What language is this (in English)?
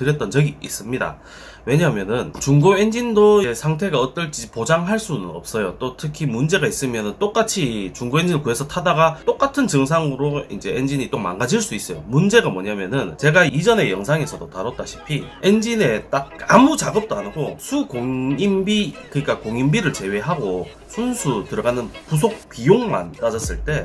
Korean